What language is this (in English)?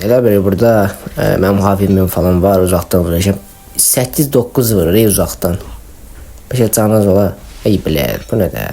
Azerbaijani